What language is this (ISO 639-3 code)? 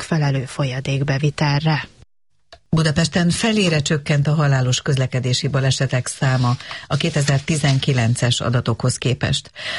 hun